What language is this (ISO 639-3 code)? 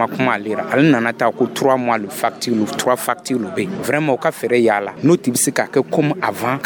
dyu